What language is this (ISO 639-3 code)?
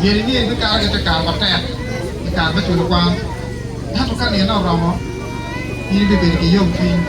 ach